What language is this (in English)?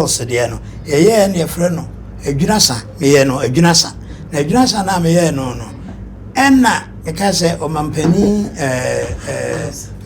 Akan